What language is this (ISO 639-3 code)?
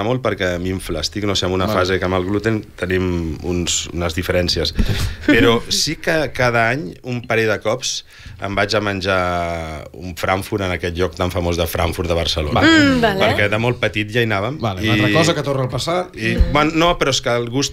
cat